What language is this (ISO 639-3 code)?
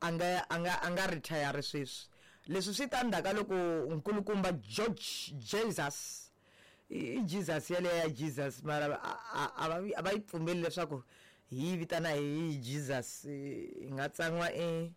tso